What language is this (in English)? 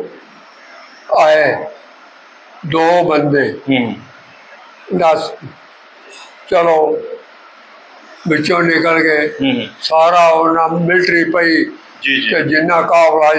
Punjabi